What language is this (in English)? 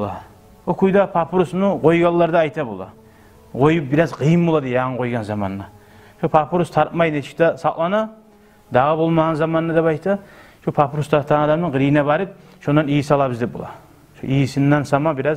Kumyk